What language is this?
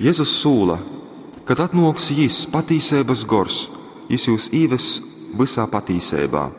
Latgalian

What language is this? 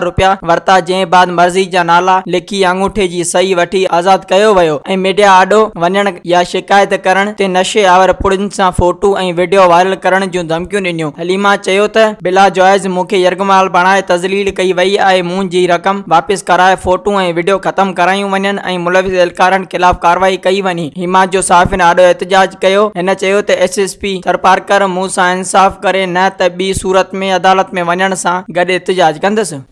Sindhi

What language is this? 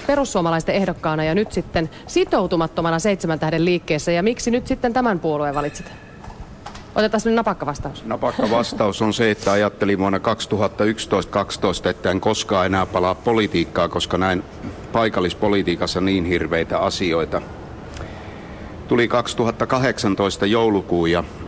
Finnish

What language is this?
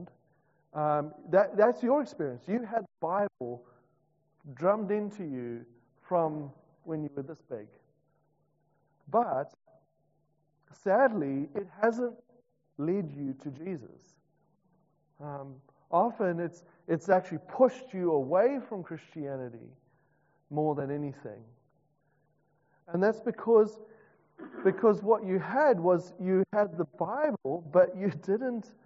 English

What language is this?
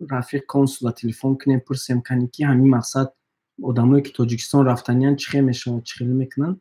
Tajik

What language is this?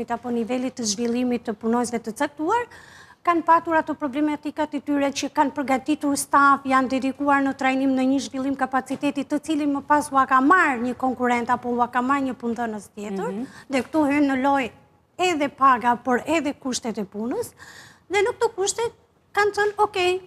Albanian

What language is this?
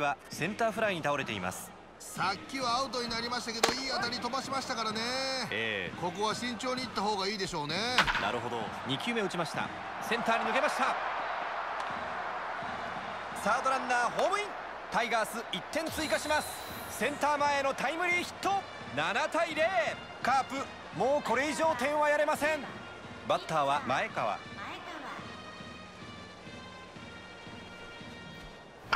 Japanese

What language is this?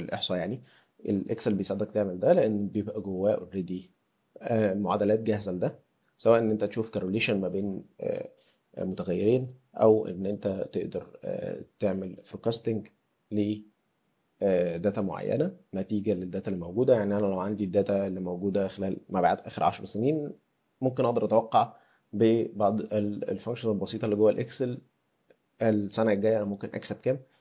Egyptian Arabic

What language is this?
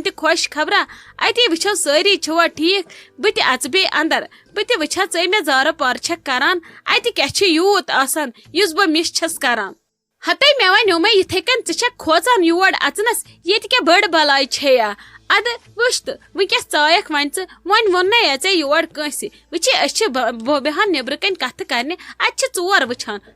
Kashmiri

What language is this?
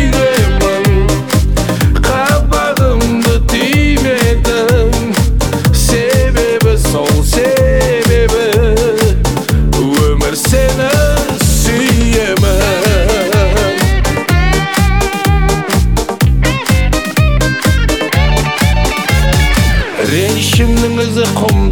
Kazakh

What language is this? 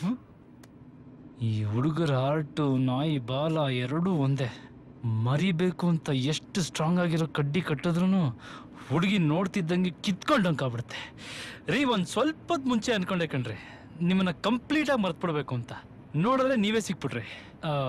Kannada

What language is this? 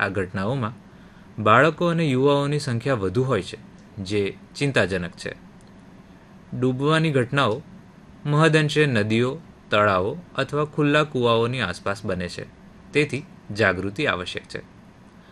Gujarati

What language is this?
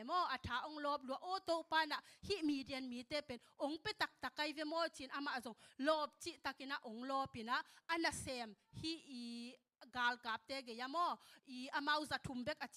Tedim Chin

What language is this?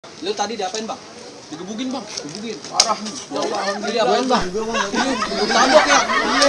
Betawi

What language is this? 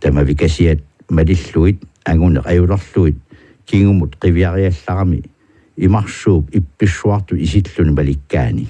Kalaallisut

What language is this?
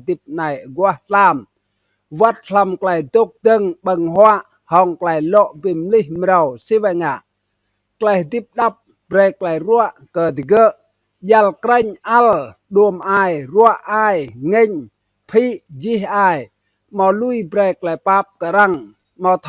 Rade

